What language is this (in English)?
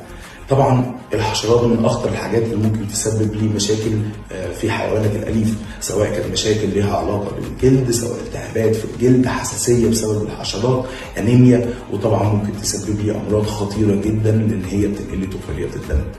Egyptian Arabic